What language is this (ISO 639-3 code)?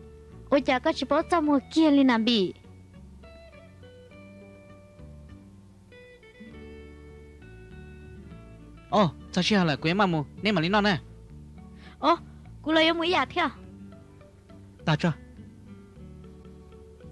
vie